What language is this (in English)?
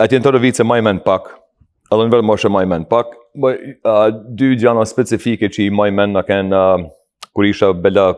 Albanian